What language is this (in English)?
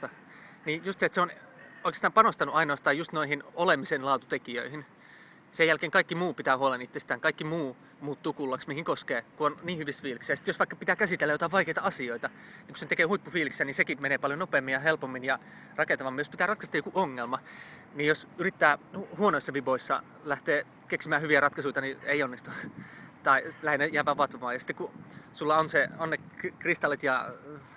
Finnish